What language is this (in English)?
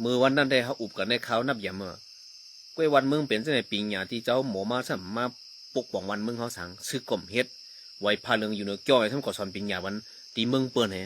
Shan